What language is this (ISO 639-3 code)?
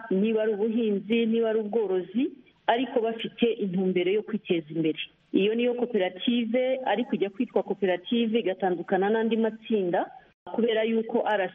kin